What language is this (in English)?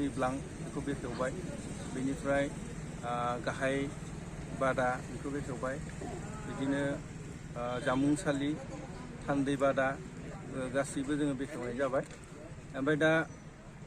Bodo